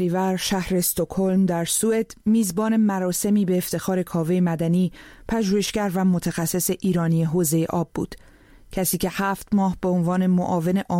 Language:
Persian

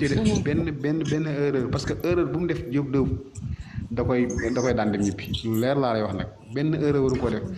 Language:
Wolof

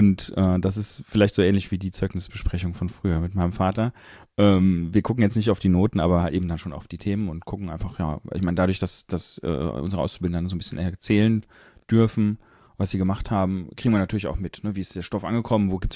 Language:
German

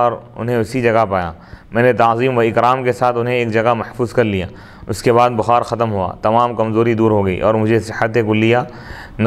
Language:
Urdu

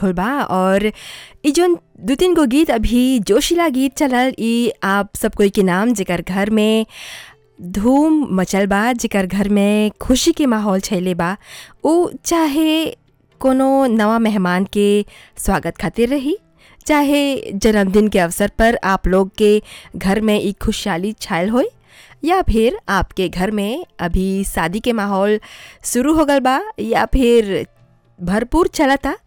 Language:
Bhojpuri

